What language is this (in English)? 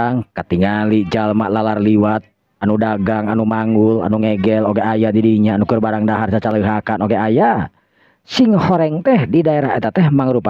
Sundanese